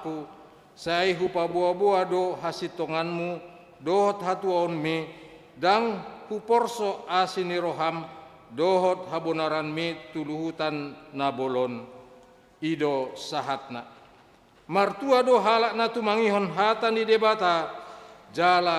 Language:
Batak Toba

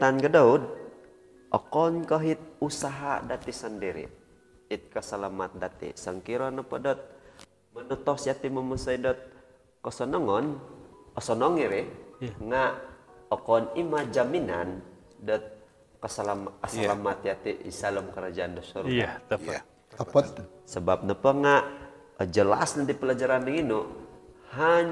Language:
Central Dusun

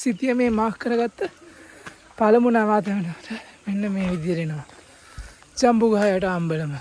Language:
Sinhala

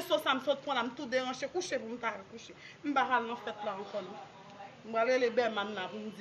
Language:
Haitian Creole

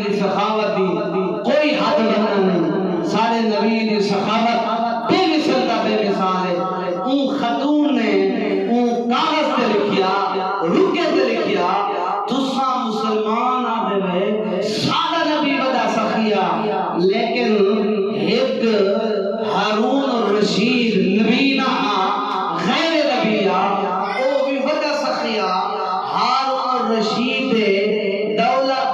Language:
Saraiki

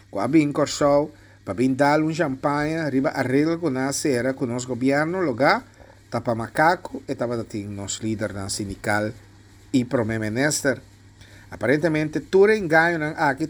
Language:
Papiamento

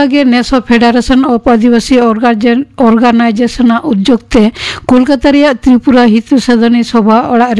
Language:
Santali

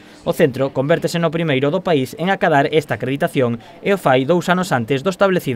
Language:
Galician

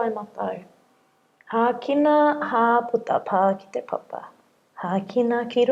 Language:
Māori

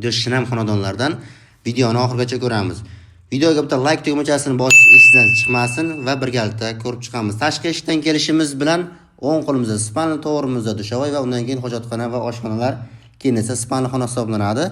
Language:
Uzbek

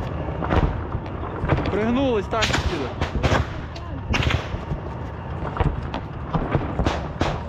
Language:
Ukrainian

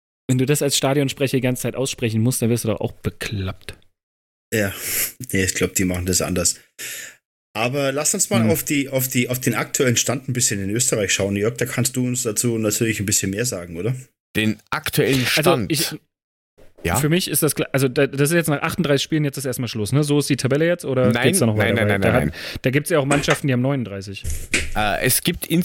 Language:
German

